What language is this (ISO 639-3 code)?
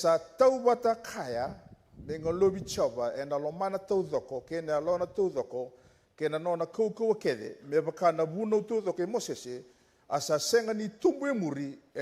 fij